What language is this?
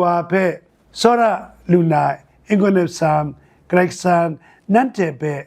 Kachin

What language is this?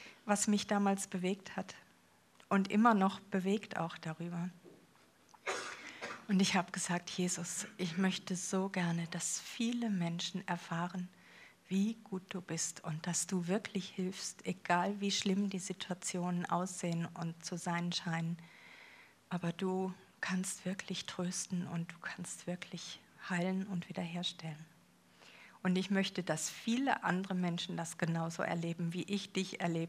German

